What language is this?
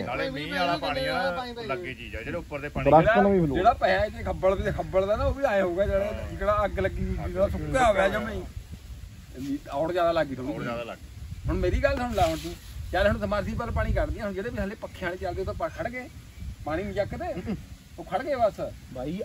Punjabi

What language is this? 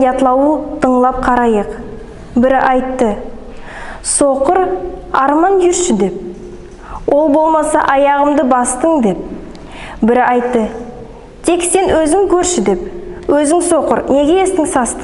Nogai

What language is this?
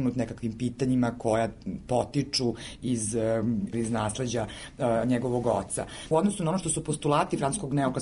Serbian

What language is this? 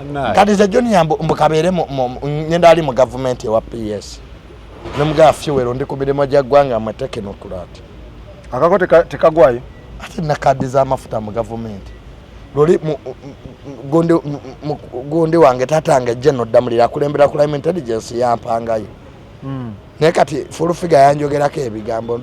Ganda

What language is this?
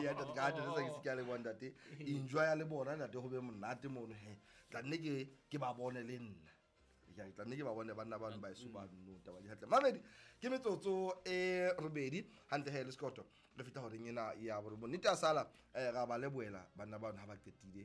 Southern Sotho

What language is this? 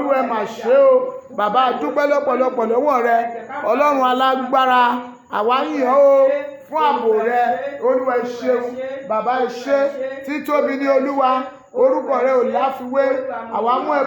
Yoruba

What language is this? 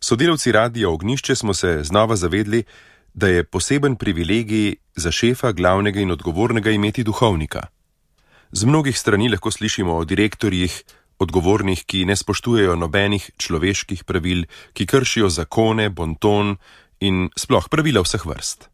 Slovenian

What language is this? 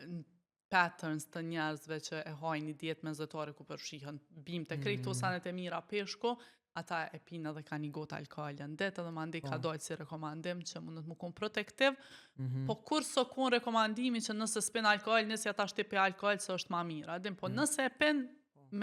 Albanian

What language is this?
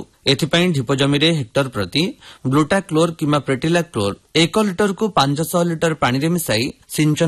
Odia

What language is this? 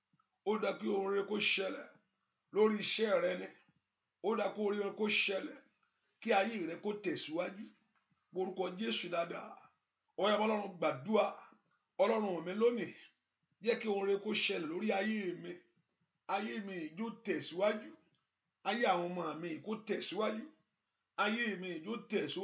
Yoruba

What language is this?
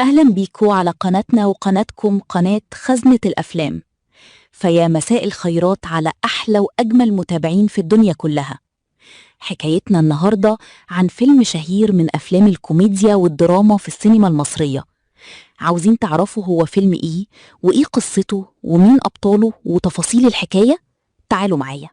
Egyptian Arabic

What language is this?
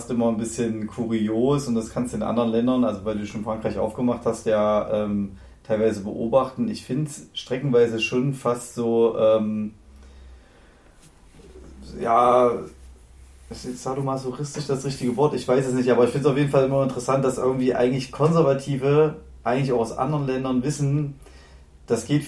German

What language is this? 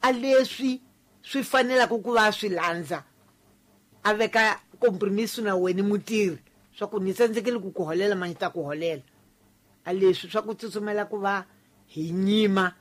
Tsonga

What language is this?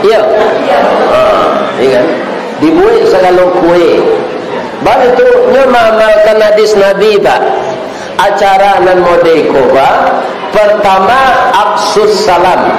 Minangkabau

